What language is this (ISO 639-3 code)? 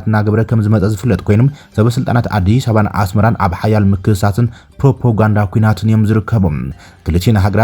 tir